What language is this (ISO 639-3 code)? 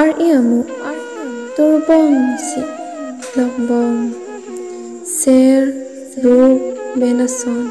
mjw